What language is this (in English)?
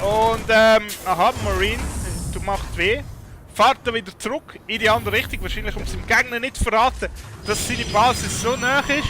Swiss German